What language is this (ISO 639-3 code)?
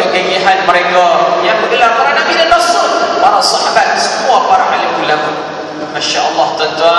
msa